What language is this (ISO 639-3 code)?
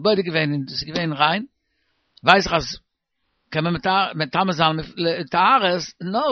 yid